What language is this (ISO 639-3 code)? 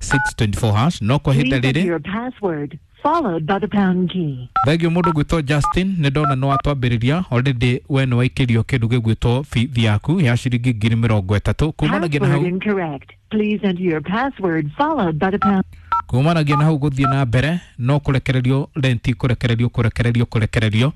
kik